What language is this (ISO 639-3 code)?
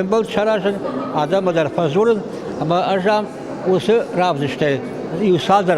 oss